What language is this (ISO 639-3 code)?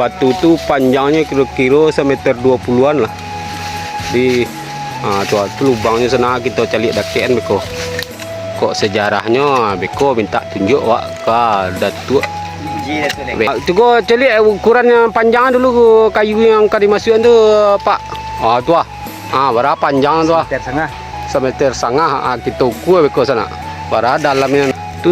min